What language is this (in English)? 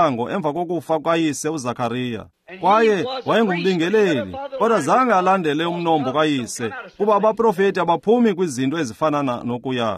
Xhosa